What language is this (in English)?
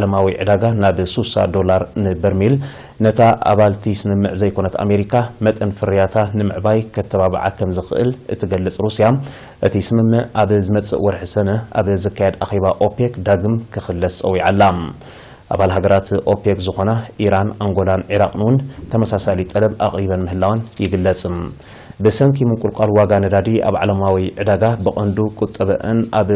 Tigrinya